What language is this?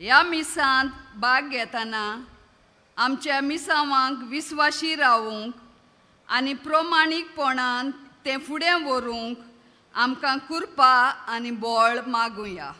Konkani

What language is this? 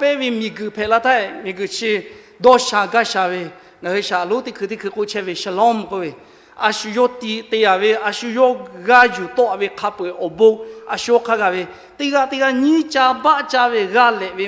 Lahu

